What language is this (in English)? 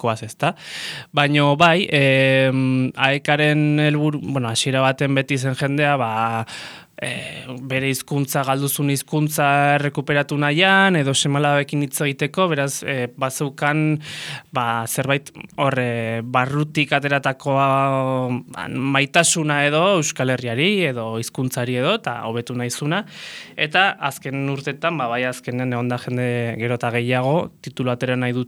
Basque